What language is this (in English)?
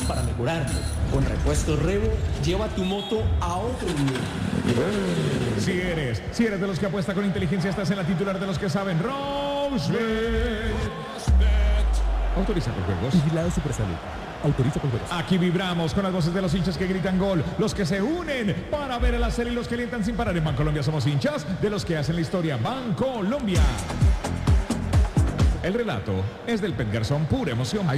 Spanish